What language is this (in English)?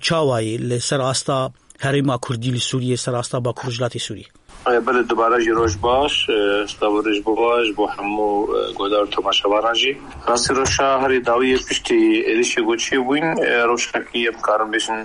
Kurdish